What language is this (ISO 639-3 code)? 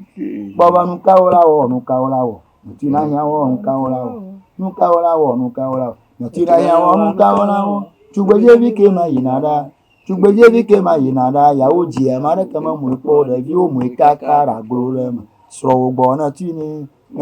ewe